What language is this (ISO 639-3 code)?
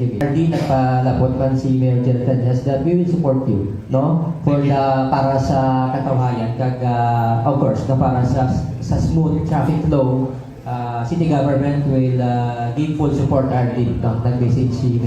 hil